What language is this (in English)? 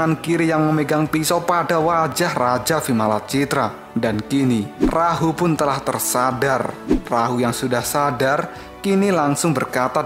Indonesian